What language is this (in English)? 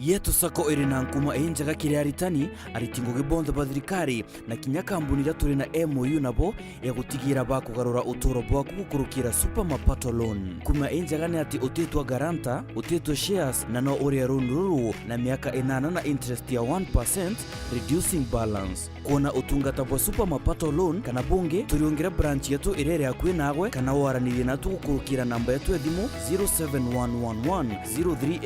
Meru